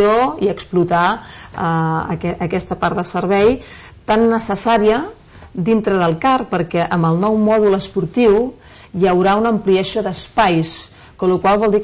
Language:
Catalan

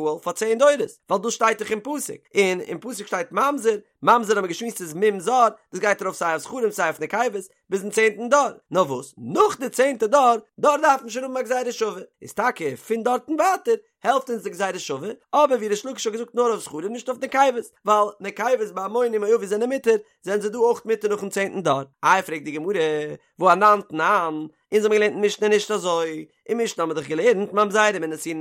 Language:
Yiddish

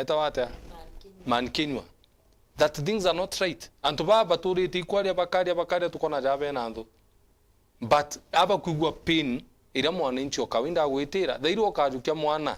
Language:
Meru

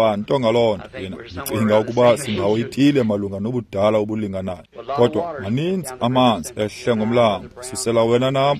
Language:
Xhosa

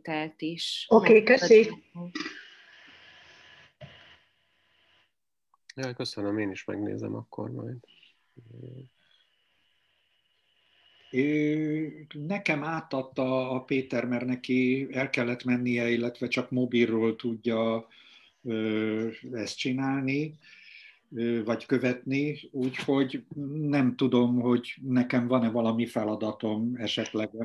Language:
Hungarian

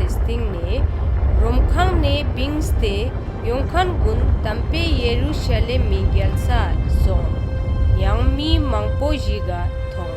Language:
Ladakhi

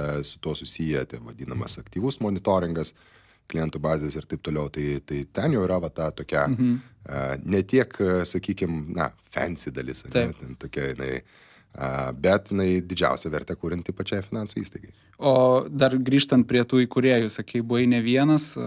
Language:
Lithuanian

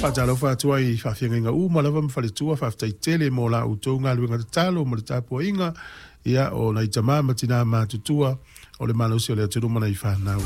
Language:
Samoan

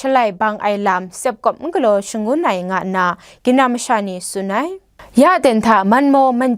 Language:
Kachin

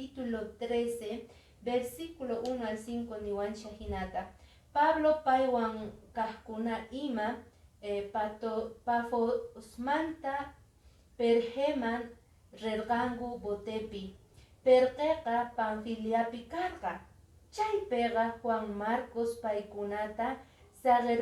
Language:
Quechua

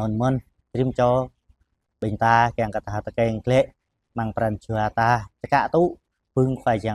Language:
Jarai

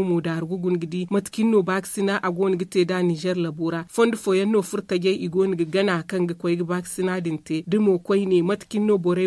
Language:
Zarma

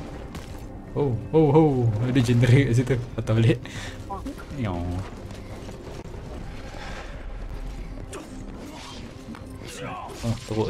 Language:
Malay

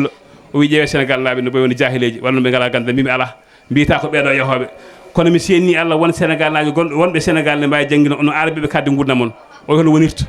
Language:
Fula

